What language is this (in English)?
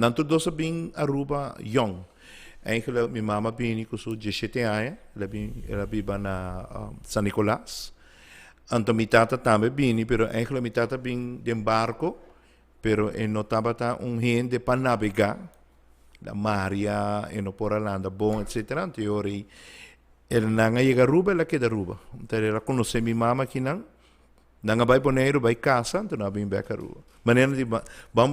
Papiamento